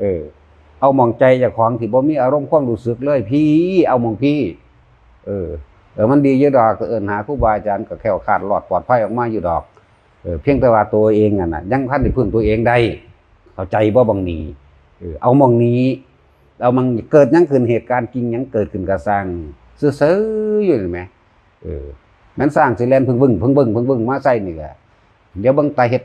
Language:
Northeastern Thai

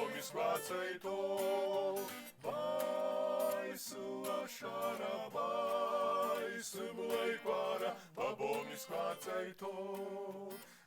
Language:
Abkhazian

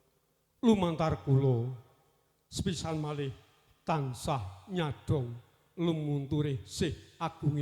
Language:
Javanese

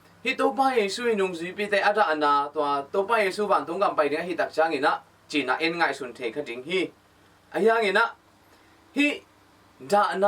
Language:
Tedim Chin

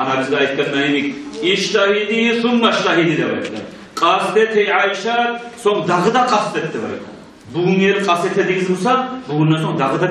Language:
Kumyk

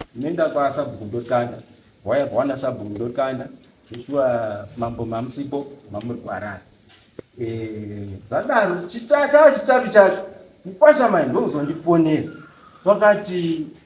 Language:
Shona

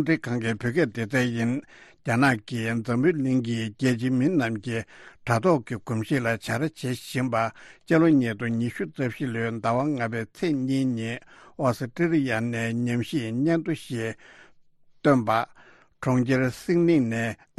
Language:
Tibetan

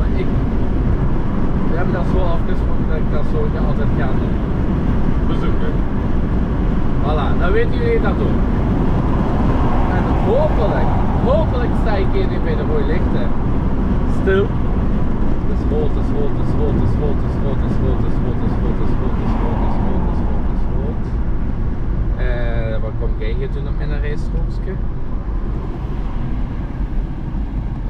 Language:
Dutch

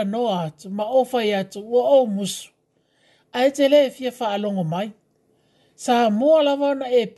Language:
Samoan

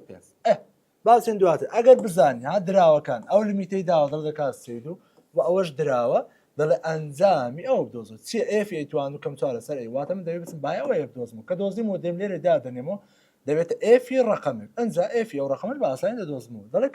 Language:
Central Kurdish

